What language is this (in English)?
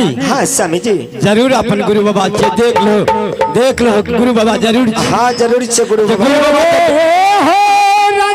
Maithili